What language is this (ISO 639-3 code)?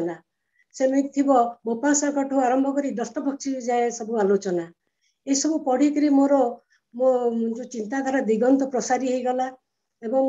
ori